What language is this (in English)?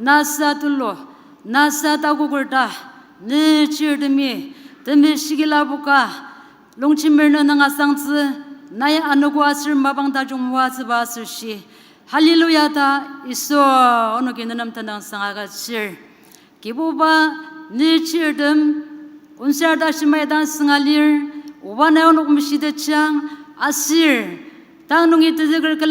Ao Naga